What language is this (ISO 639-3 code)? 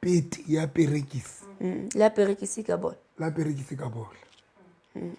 sot